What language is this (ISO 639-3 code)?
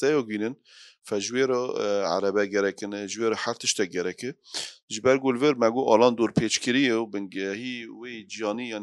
kur